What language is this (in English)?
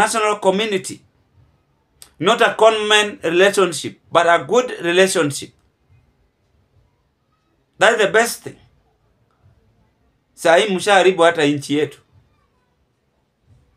Swahili